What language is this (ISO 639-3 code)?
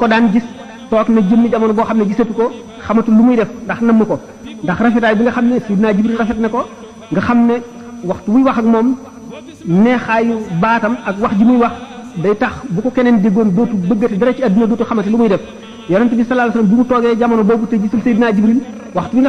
wol